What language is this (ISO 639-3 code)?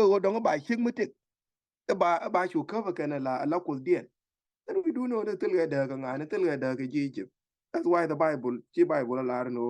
nus